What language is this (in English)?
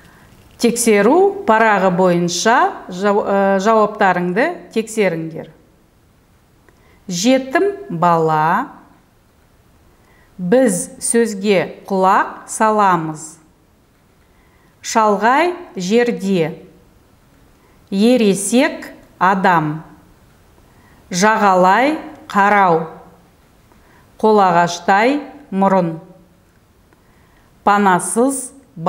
Kazakh